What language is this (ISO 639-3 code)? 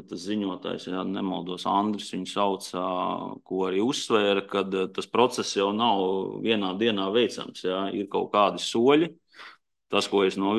lav